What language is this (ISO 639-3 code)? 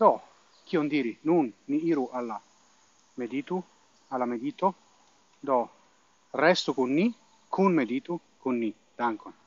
epo